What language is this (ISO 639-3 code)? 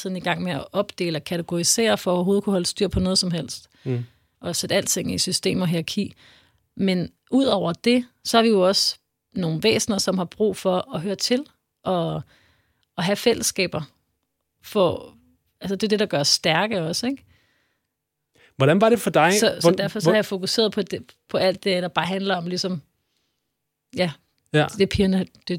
dan